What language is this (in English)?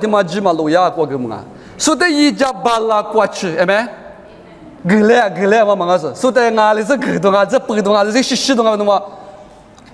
Lisu